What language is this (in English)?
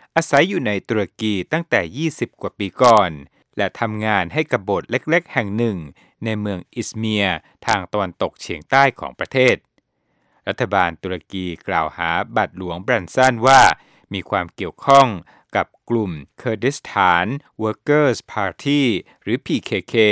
Thai